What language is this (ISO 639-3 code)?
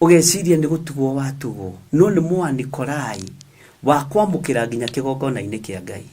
kik